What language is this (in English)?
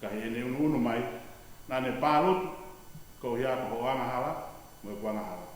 Tongan